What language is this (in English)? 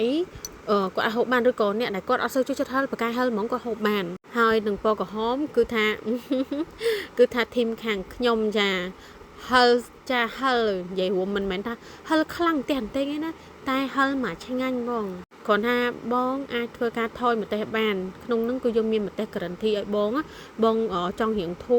Khmer